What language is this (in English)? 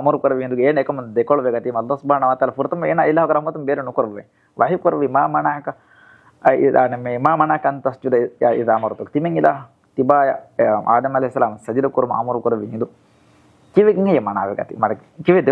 Divehi